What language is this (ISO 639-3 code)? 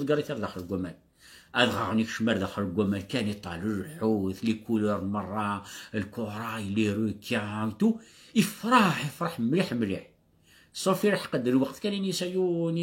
kab